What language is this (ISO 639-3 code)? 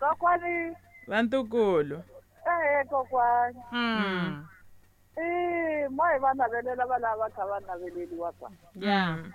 tso